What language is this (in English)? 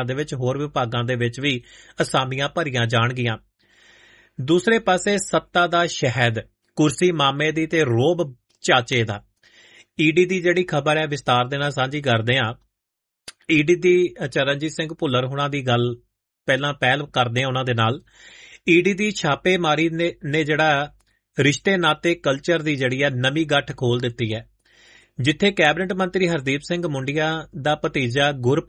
Punjabi